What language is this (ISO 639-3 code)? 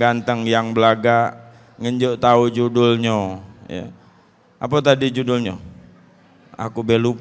mui